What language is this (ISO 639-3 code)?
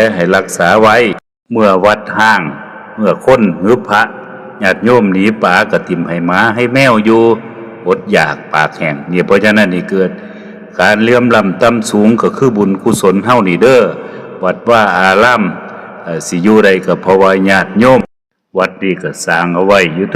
tts